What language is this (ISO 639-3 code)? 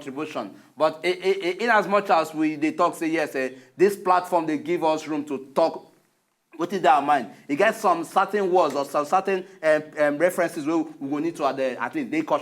pcm